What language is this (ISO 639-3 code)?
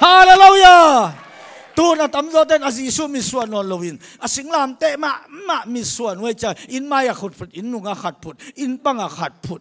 ctd